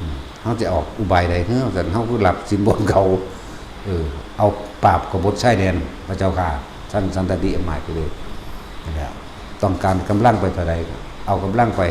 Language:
Northeastern Thai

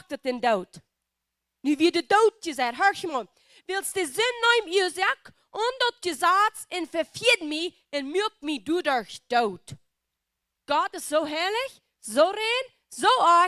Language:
Plautdietsch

